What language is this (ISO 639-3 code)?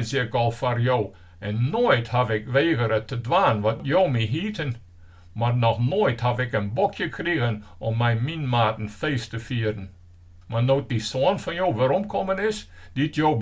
fry